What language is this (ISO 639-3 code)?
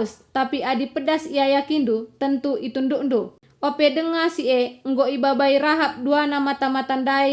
btx